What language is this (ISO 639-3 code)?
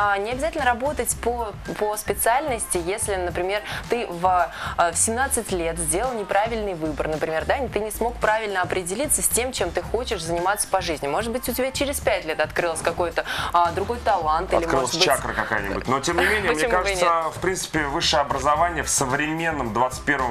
rus